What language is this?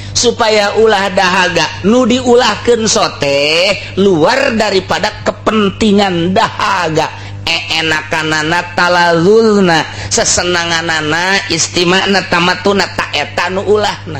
Sundanese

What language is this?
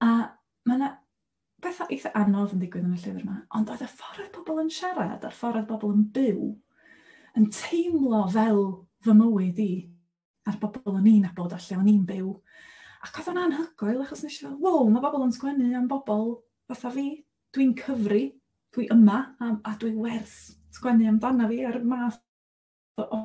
Welsh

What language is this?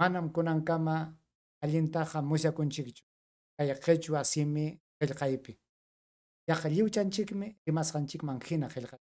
Ayacucho Quechua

